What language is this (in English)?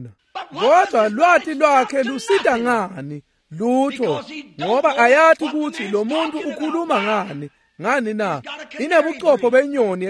Swati